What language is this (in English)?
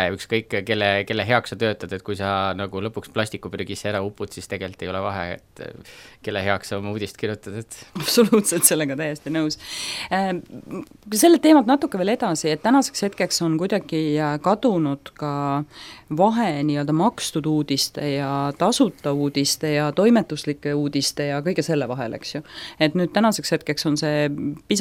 Estonian